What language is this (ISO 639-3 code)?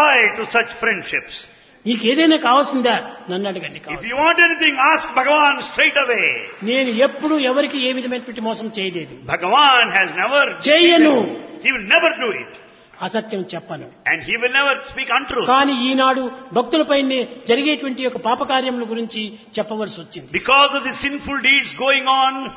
tel